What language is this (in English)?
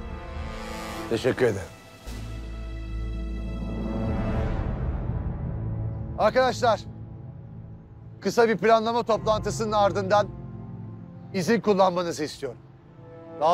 Turkish